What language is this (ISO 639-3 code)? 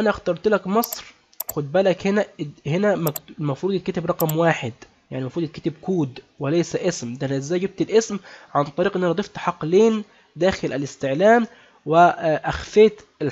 arz